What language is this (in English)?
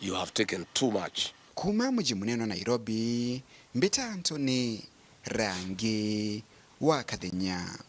Meru